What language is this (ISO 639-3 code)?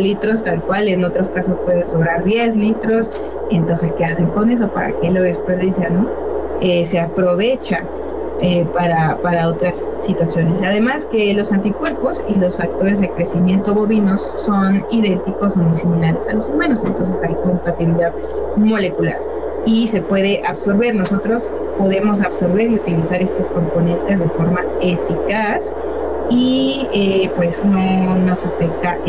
spa